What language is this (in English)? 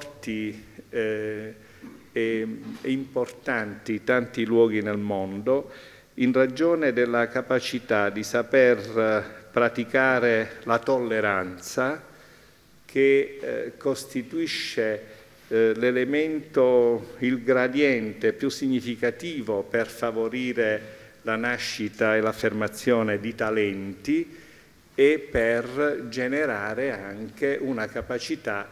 Italian